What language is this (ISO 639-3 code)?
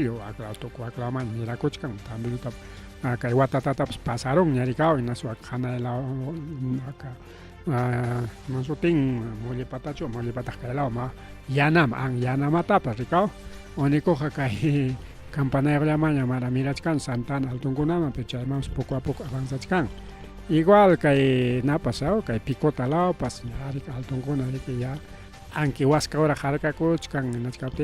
quy